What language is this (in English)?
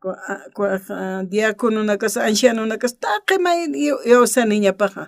Aymara